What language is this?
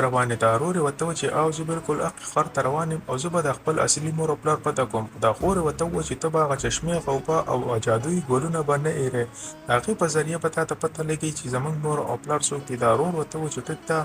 Pashto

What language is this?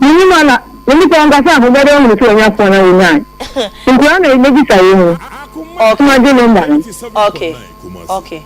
Akan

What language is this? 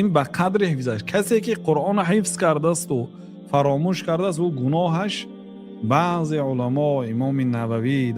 Tajik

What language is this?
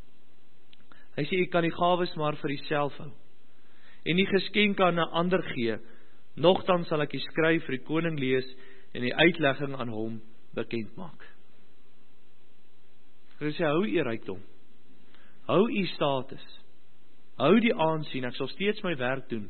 Afrikaans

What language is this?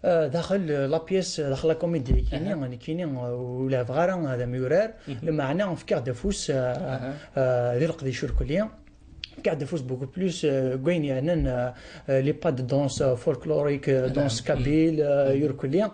Kabyle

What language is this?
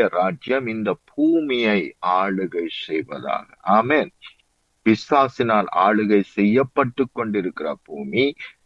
Tamil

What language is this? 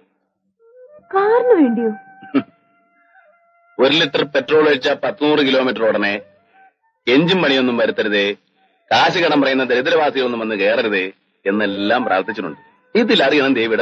Malayalam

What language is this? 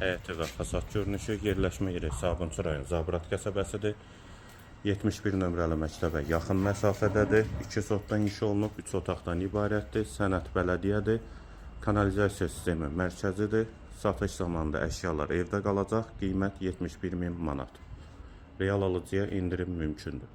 Azerbaijani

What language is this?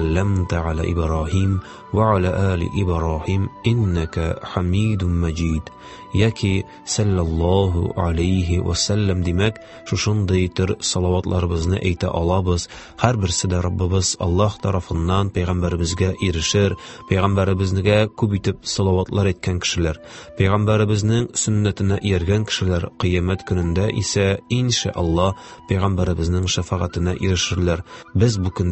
Tatar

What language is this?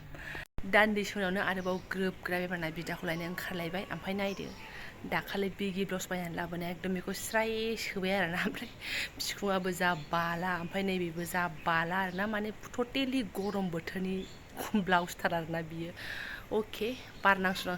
Bodo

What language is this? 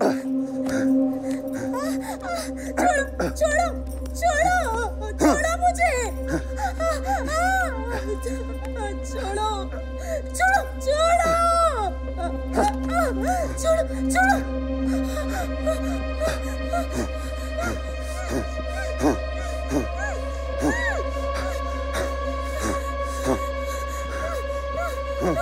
Hindi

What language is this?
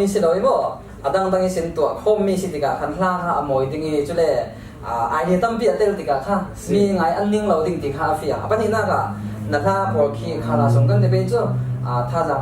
Falam Chin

